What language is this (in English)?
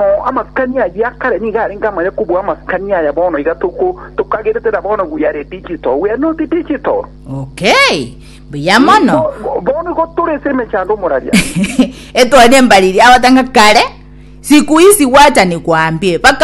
Gusii